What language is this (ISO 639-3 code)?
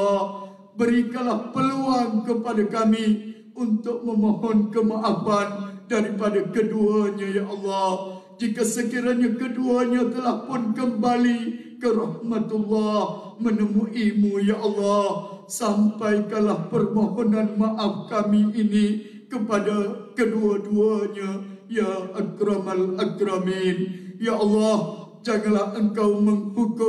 msa